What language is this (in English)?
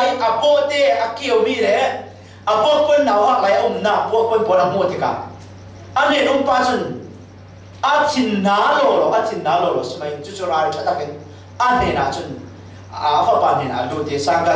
Falam Chin